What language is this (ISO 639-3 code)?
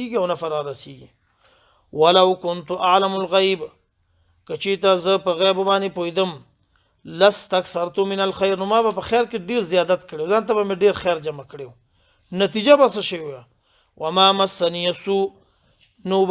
pus